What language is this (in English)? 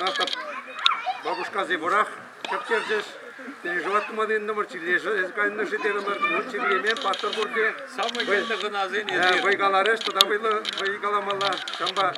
Chuvash